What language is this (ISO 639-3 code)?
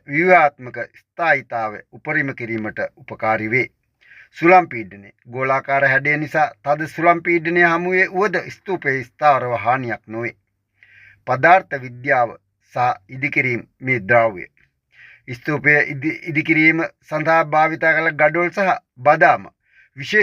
sin